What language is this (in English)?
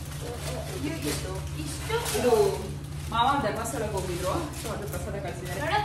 Kannada